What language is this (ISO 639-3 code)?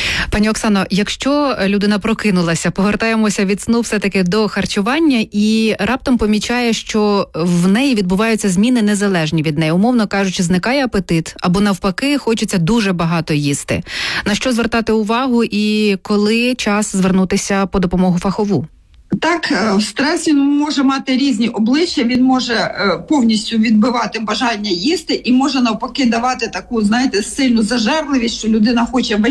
ukr